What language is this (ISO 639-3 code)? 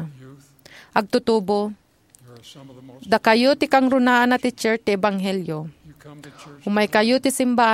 ilo